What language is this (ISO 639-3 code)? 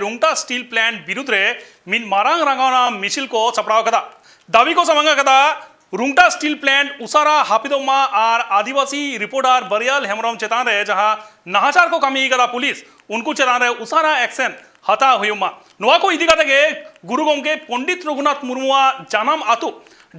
sat